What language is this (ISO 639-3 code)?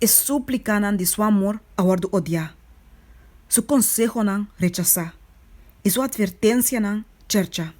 pap